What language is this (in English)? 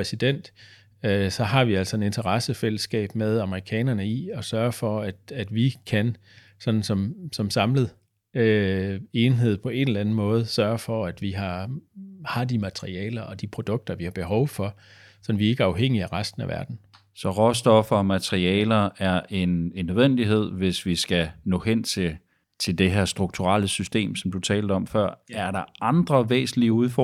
Danish